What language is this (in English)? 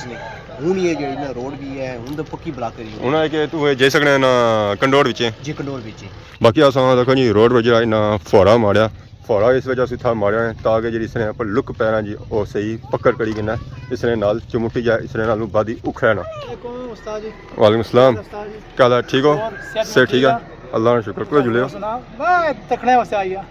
Pahari-Potwari